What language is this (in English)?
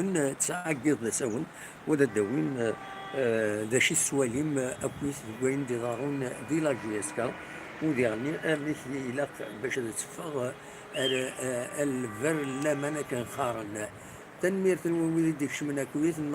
Kabyle